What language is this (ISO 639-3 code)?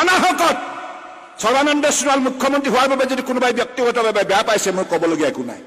asm